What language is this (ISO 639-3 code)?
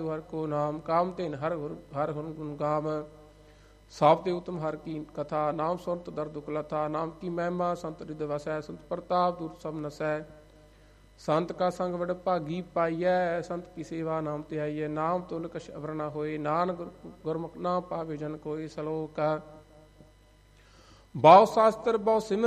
pan